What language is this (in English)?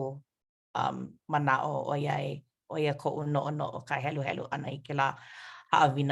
Hawaiian